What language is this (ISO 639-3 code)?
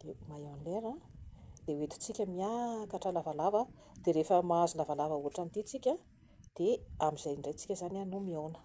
mlg